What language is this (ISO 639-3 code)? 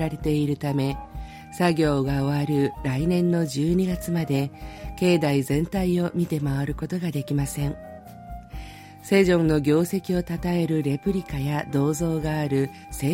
jpn